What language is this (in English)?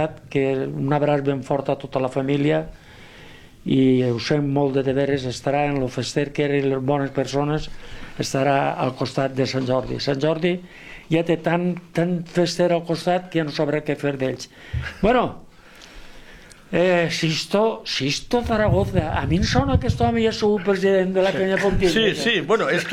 Catalan